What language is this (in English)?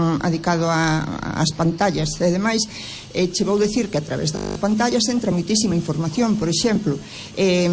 Galician